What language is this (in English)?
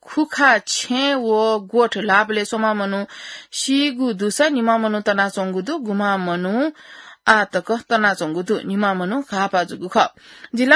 Newari